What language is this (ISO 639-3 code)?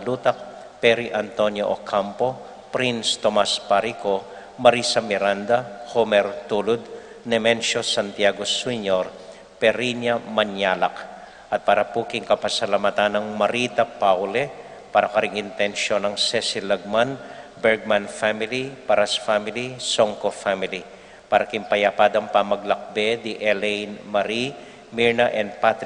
pam